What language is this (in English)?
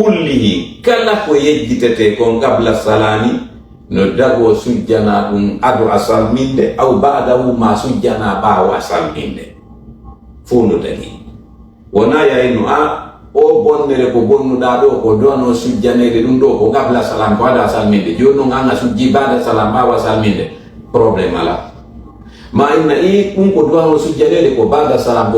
Fula